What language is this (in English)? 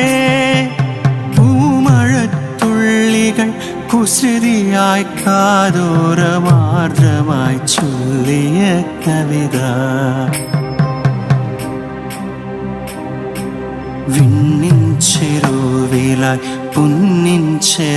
Malayalam